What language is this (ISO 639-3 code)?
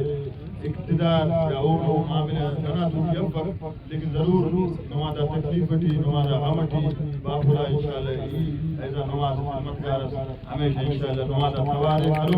brh